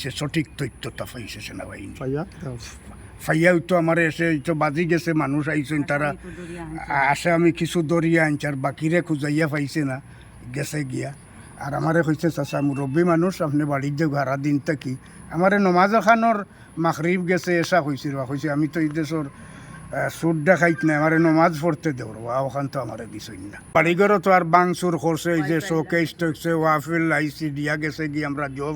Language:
Sylheti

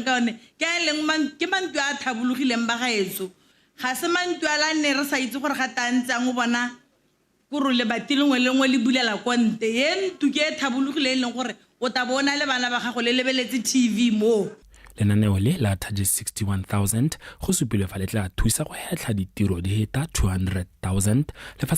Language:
Tswana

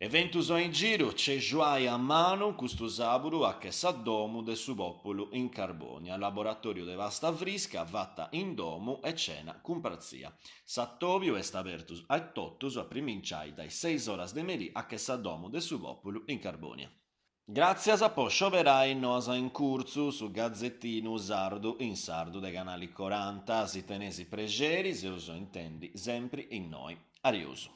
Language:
Sardinian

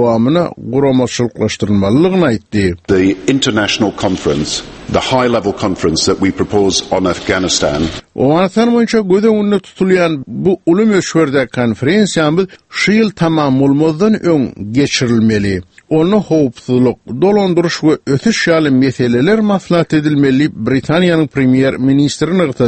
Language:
Turkmen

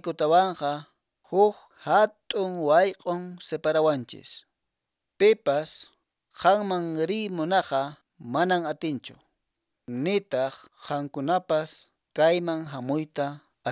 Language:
Quechua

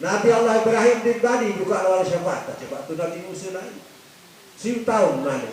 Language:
Sasak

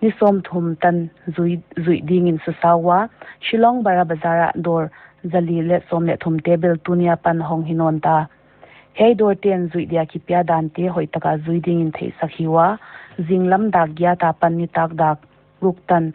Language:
Paite Chin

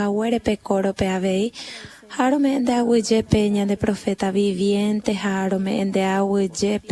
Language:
Guarani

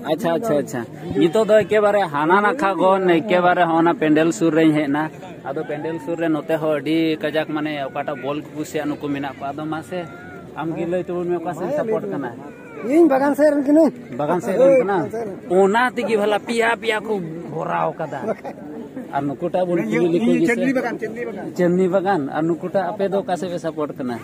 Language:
Santali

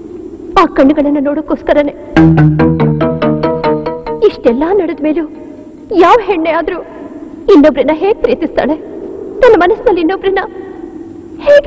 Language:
Kannada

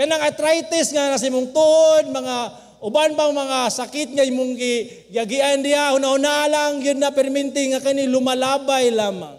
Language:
Cebuano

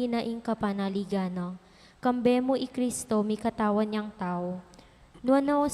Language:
Pampanga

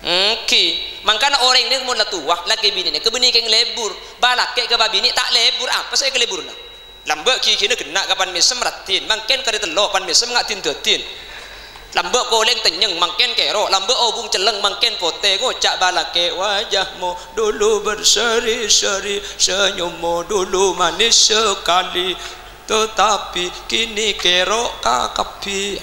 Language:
Madurese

